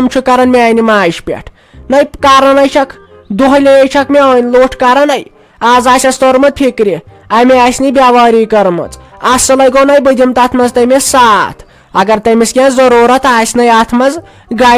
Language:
Kashmiri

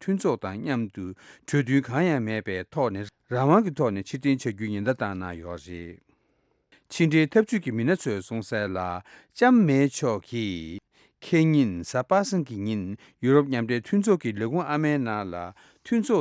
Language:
Tibetan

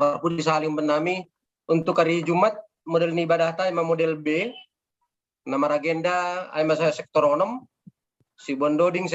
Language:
Batak Simalungun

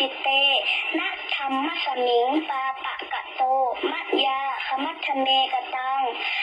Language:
Pali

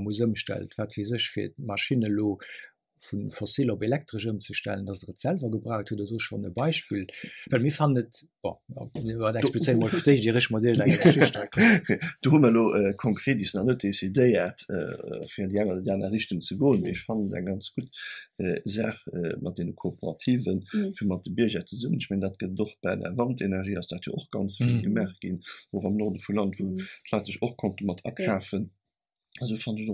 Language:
Luxembourgish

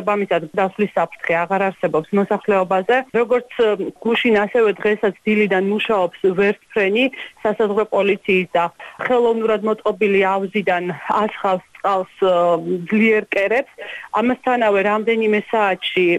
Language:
Georgian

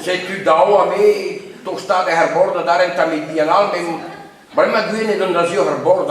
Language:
Breton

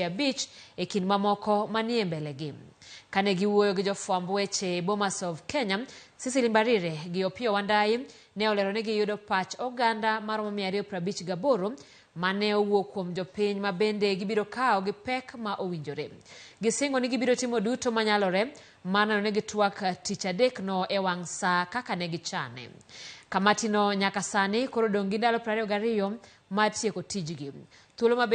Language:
Luo (Kenya and Tanzania)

